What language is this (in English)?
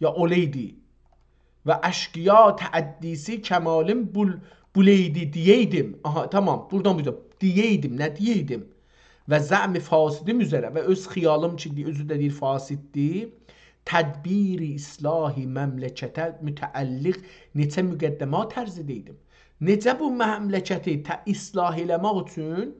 South Azerbaijani